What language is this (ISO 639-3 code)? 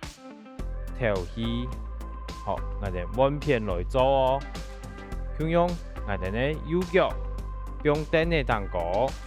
hak